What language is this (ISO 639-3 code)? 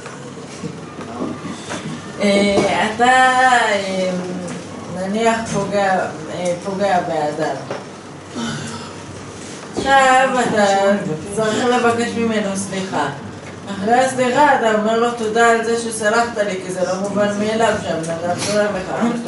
heb